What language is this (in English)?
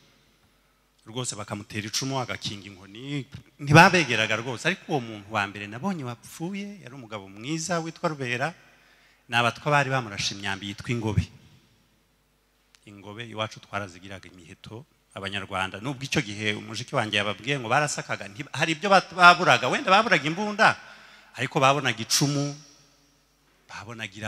Kinyarwanda